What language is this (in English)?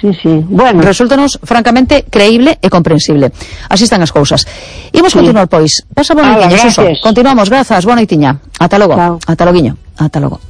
Galician